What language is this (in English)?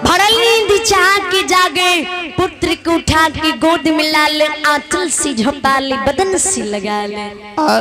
Maithili